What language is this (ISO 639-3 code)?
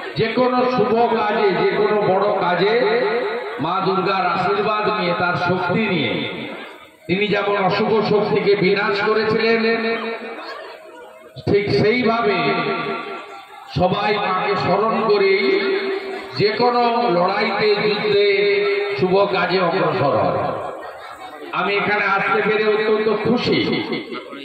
ben